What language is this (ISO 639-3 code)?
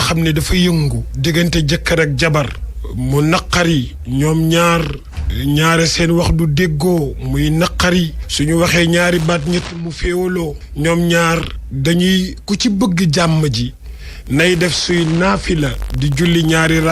wol